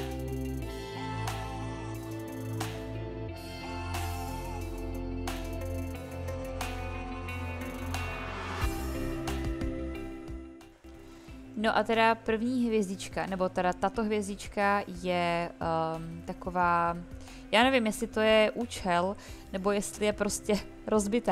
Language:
Czech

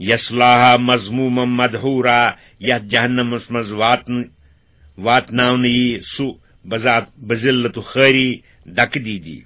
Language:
Kashmiri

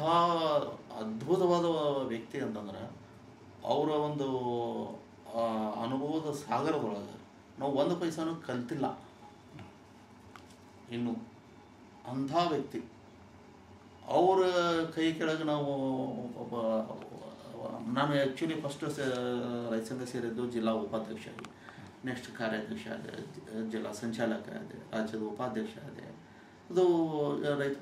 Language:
Kannada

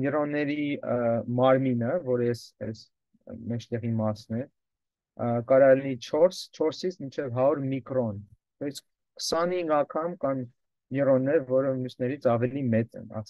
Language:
Armenian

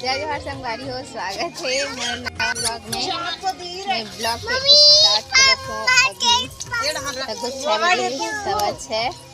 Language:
Chhattisgarhi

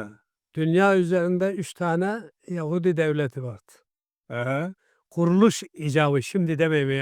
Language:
Karachay-Balkar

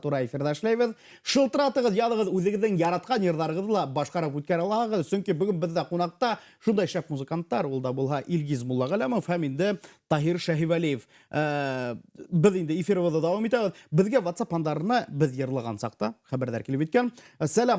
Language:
Bashkir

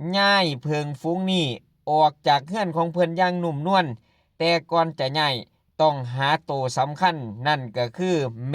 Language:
Northeastern Thai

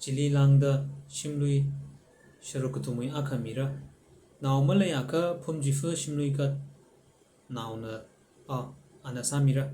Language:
Tangkhul Naga (India)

